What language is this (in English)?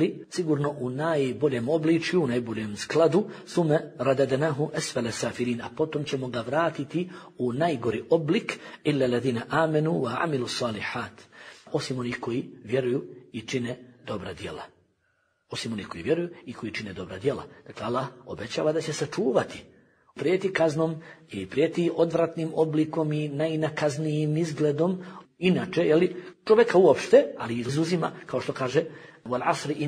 Bosnian